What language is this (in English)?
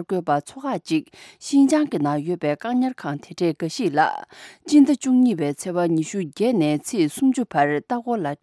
Tibetan